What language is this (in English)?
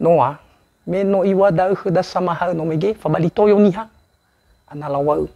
Nias